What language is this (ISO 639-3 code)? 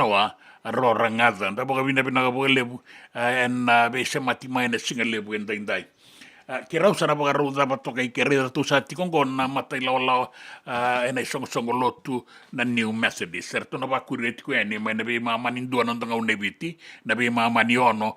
fij